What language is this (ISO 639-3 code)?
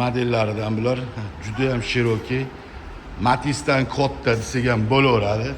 uzb